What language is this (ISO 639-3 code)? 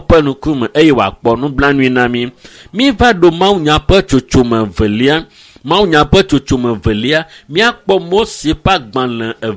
ewe